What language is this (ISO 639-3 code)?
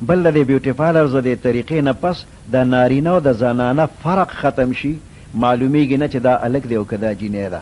pus